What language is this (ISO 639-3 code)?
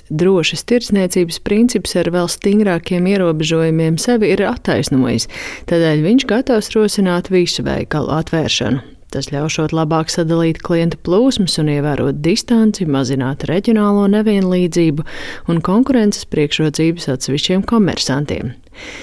lav